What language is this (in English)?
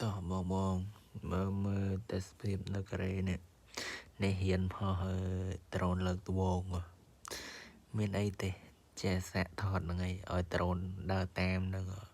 Khmer